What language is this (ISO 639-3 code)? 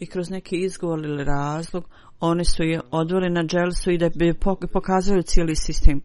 bos